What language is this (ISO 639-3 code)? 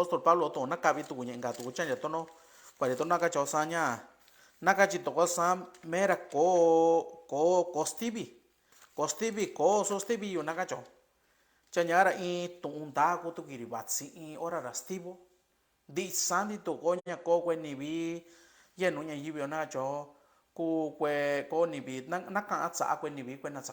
mix